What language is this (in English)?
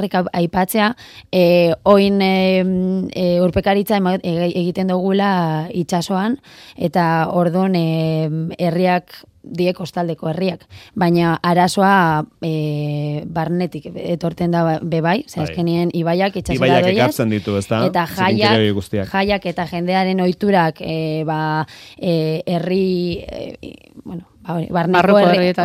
Basque